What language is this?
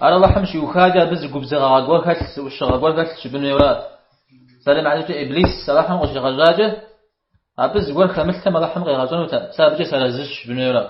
Kabardian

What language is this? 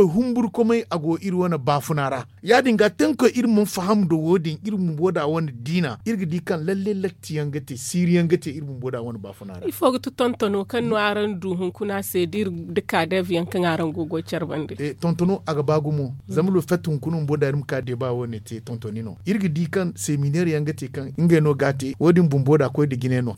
Zarma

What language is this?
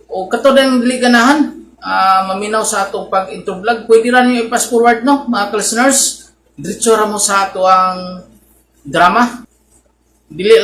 Cebuano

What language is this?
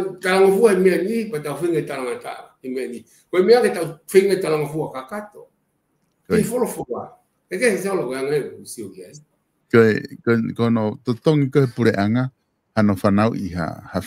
Tongan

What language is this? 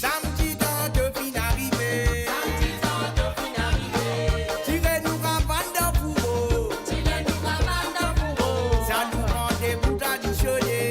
Morisyen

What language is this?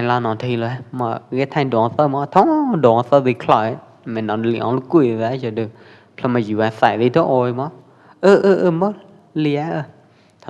Pwo Eastern Karen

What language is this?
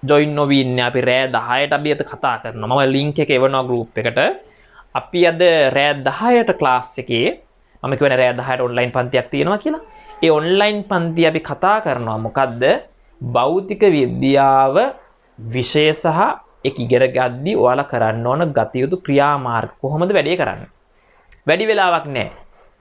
Sinhala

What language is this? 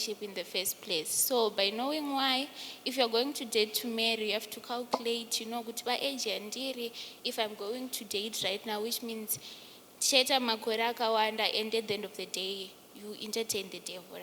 Shona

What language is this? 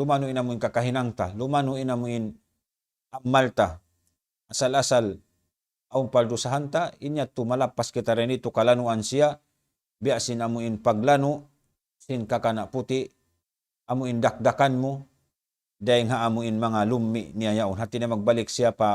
Tausug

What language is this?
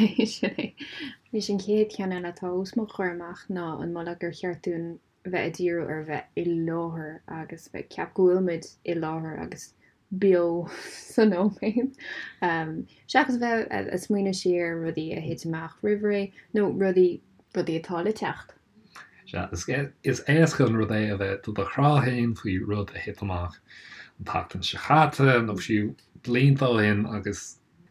Irish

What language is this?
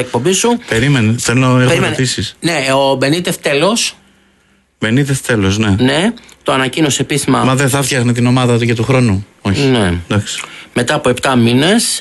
Greek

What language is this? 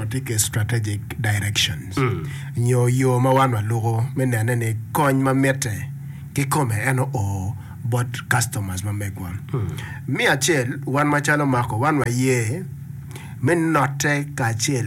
Acoli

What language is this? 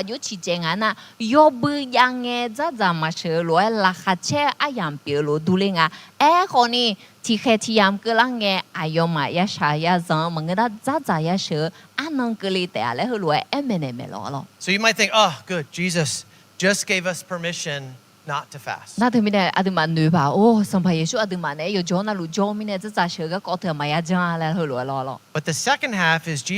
Akha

